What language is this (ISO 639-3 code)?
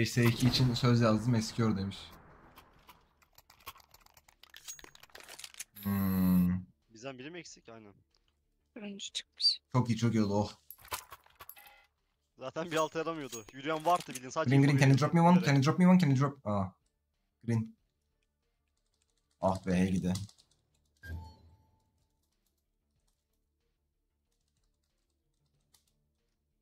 tur